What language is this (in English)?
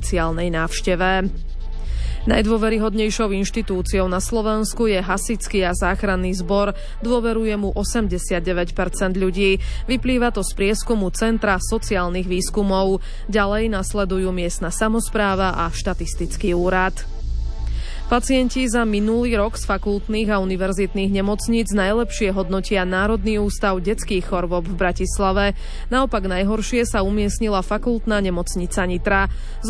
Slovak